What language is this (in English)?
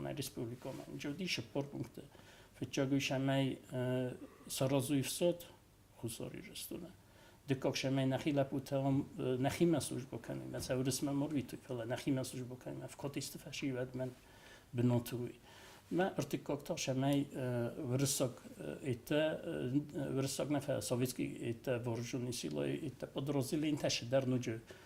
Ossetic